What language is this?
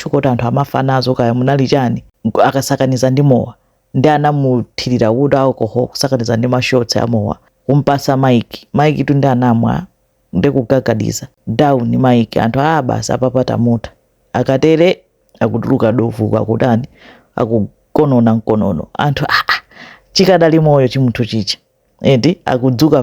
Nyanja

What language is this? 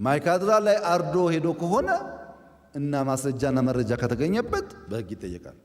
Amharic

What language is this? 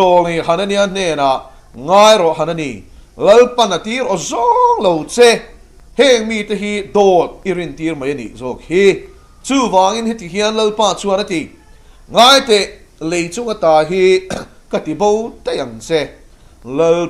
Mizo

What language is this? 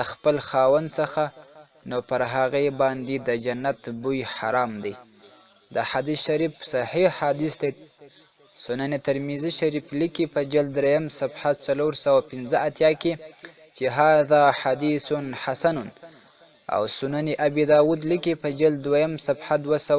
Pashto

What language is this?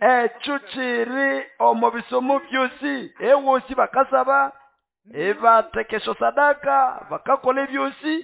Nande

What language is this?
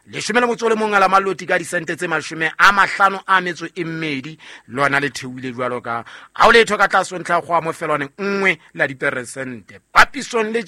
Southern Sotho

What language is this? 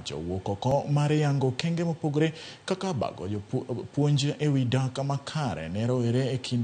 Luo (Kenya and Tanzania)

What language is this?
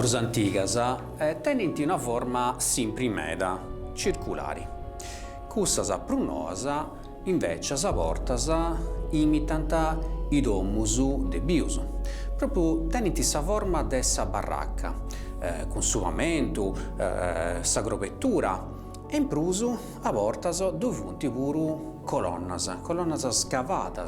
Sardinian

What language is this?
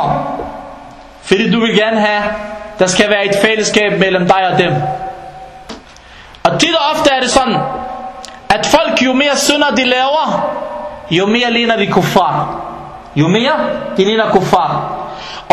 Danish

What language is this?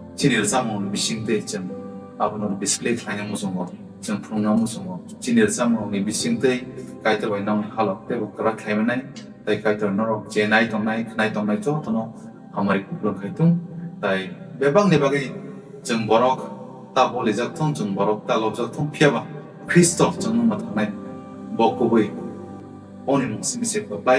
Kok Borok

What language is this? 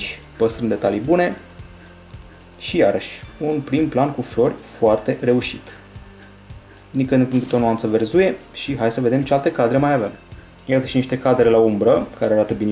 Romanian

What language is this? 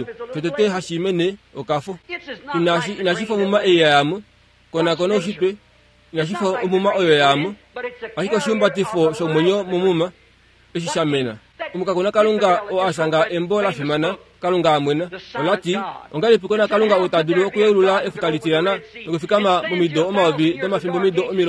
Kuanyama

